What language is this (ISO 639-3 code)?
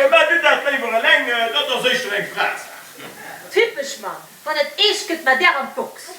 ltz